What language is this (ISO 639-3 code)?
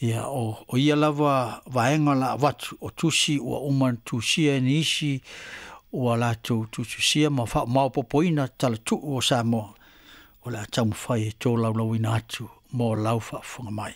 smo